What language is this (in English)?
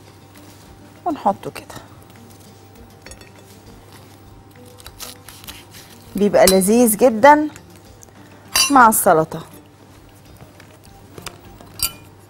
Egyptian Arabic